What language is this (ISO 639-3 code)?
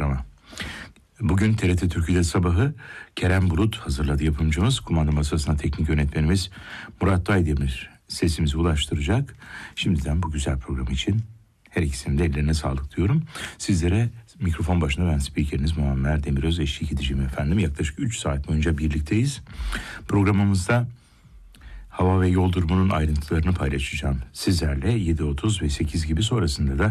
tur